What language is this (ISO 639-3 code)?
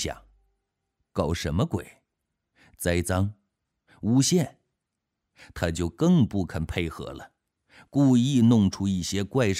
zho